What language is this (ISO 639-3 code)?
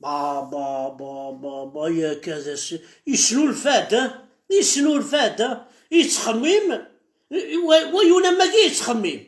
kab